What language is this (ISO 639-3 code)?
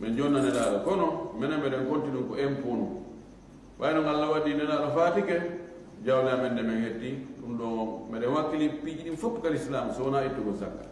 ful